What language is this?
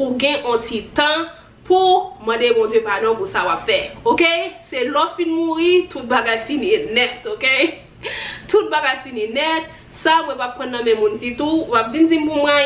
Haitian Creole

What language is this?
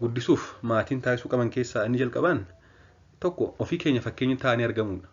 Oromo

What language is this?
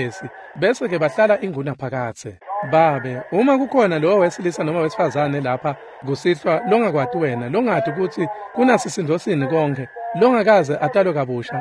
Swati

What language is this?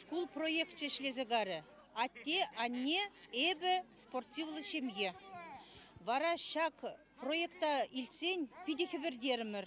Chuvash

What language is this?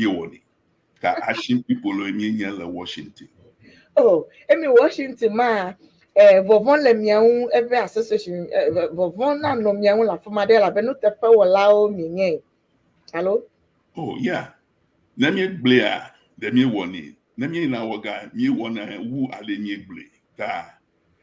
Ewe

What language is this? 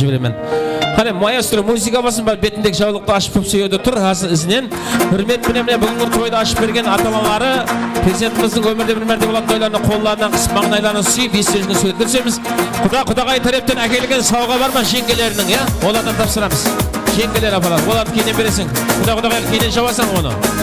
Kara-Kalpak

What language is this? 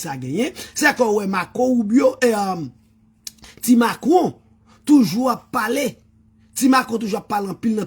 Haitian Creole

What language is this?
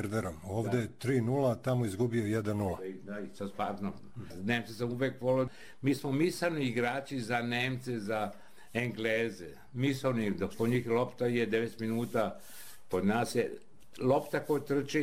Serbian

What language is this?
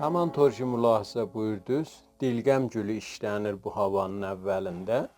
South Azerbaijani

